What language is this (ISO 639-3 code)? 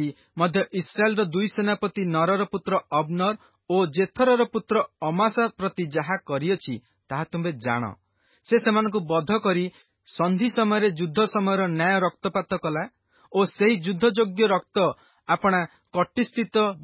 ori